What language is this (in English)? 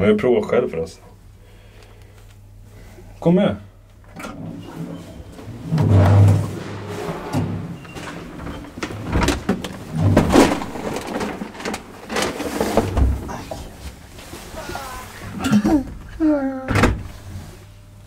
Swedish